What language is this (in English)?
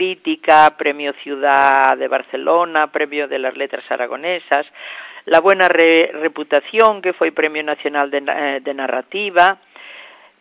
Galician